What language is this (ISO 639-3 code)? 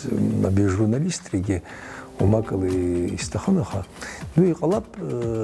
abk